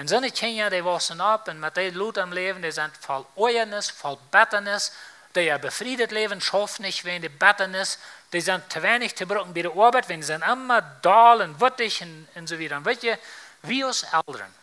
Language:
Plautdietsch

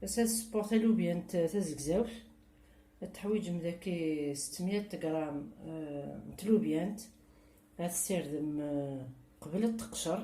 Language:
Kabyle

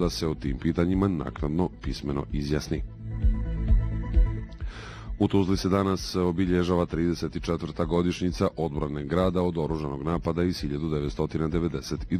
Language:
Bosnian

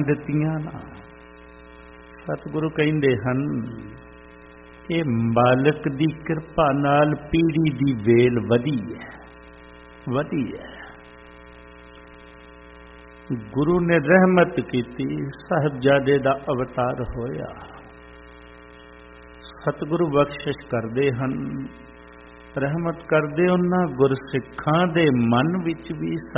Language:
Punjabi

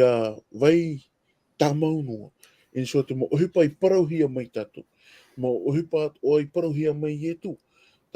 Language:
Tahitian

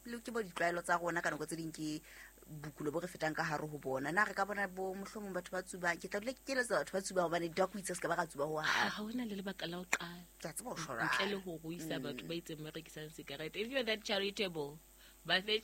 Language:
Southern Sotho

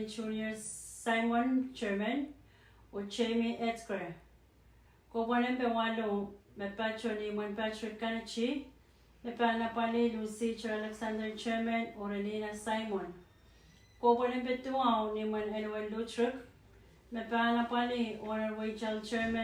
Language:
Pohnpeian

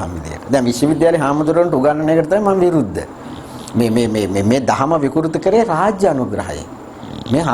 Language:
Sinhala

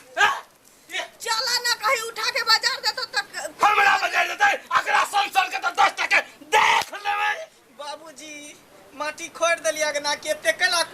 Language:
Maithili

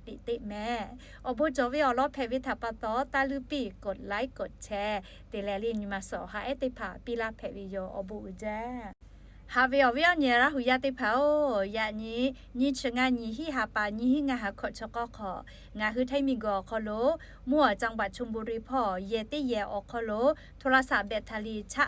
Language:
Lahu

